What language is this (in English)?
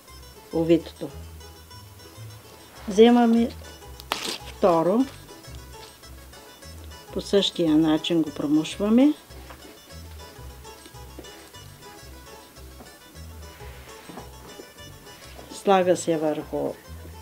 Bulgarian